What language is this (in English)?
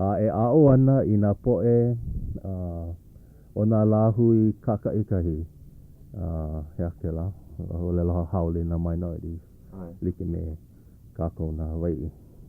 Hawaiian